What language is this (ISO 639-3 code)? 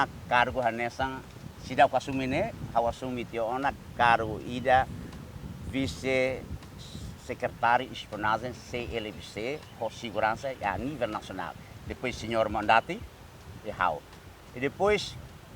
tet